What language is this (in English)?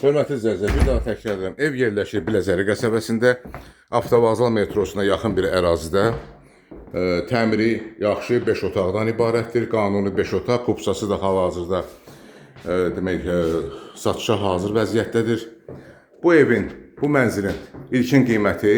Azerbaijani